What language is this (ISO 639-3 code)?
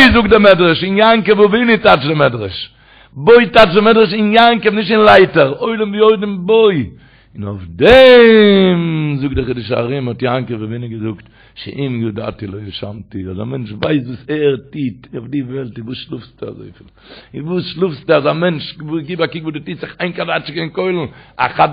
yid